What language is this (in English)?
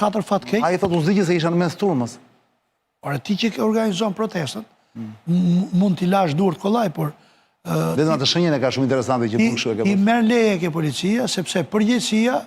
Albanian